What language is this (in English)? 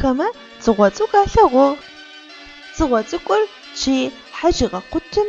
Adyghe